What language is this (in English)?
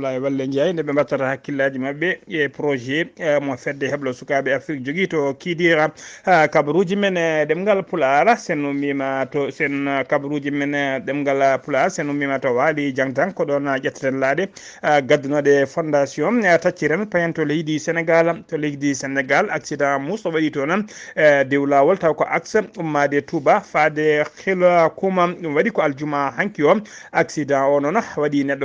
Fula